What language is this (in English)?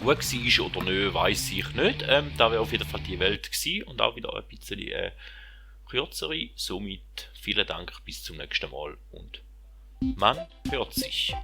Swiss German